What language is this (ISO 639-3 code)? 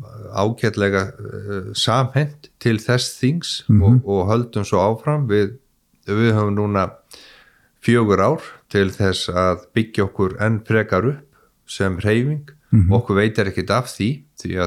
isl